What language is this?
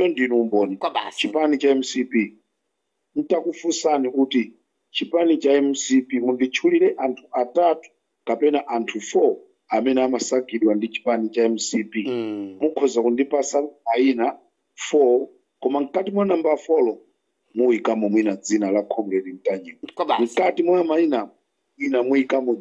Nyanja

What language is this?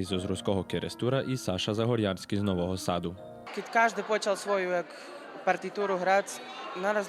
Rusyn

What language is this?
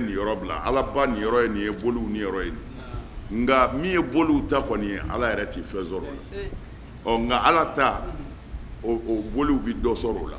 Bambara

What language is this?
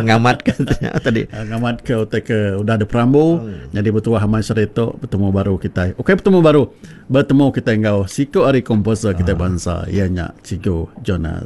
Iban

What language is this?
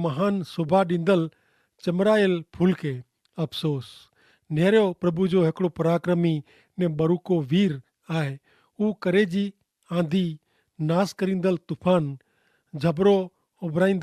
Kachhi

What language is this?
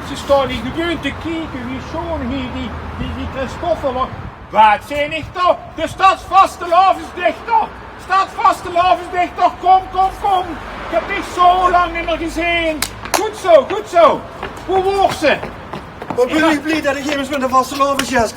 Limburgish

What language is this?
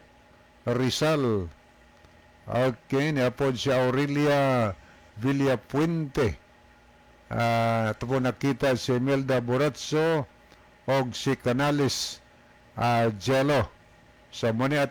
Cebuano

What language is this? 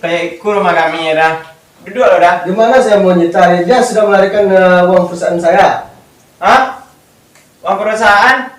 Minangkabau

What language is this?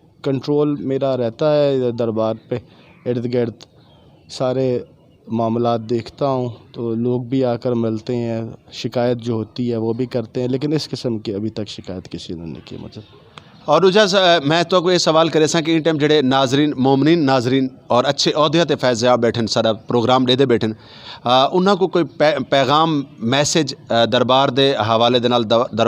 Saraiki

